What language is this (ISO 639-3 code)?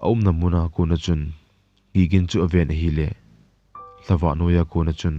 tcz